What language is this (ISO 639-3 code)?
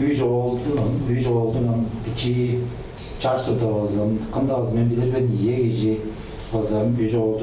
tyv